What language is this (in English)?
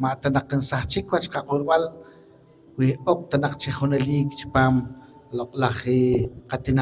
Poqomchi'